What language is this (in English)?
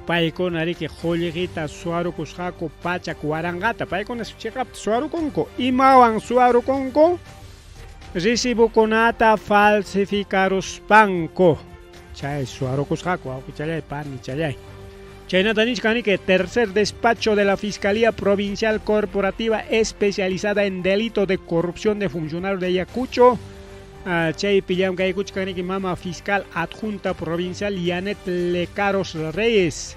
Ayacucho Quechua